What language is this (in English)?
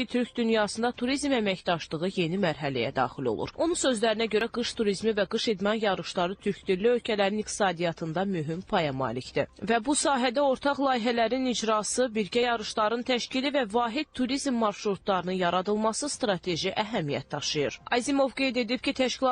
Azerbaijani